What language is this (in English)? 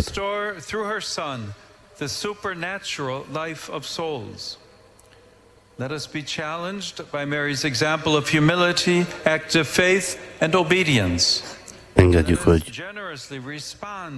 Hungarian